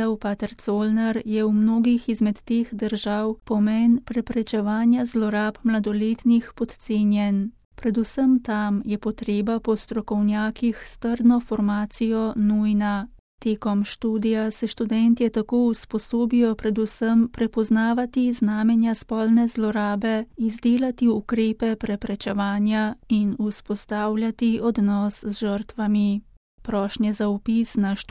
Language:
Slovenian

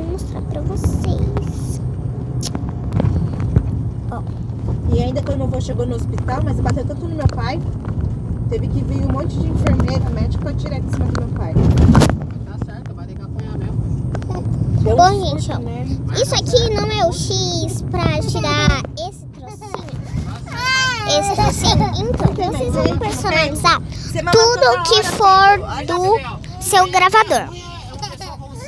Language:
Portuguese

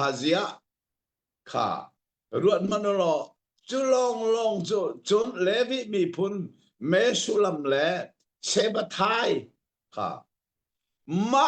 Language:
Hakha Chin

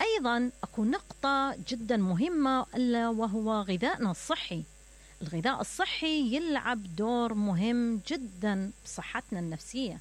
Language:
Mesopotamian Arabic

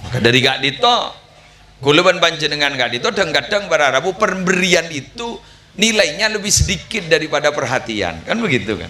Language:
Madurese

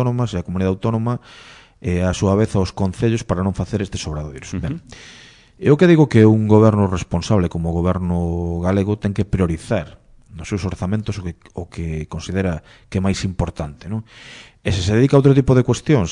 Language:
Galician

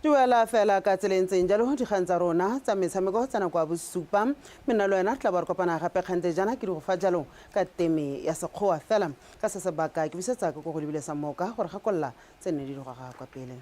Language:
Tswana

